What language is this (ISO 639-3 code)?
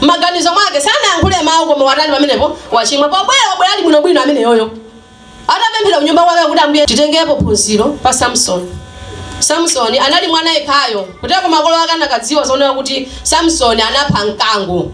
nya